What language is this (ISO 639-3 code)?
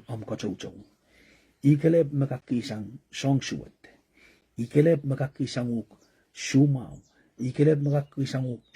pon